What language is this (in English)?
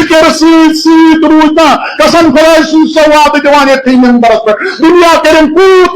Kashmiri